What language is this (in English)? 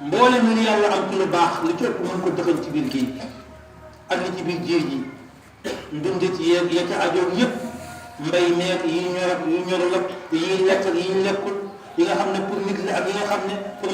Wolof